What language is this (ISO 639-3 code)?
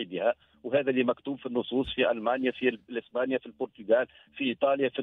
aeb